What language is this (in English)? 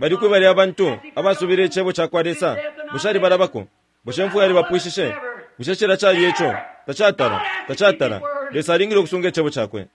Bemba